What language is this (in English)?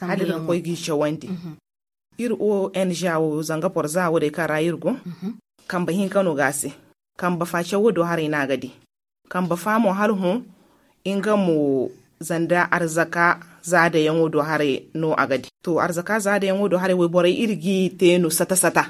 Zarma